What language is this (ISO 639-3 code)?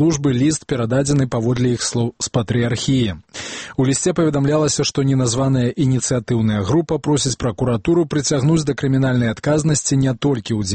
bel